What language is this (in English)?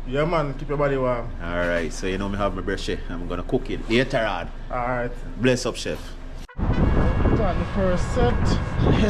Jamaican Creole English